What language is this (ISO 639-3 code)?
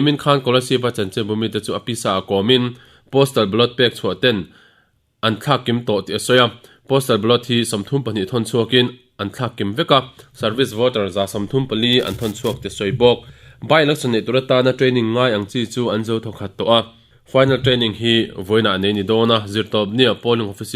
lus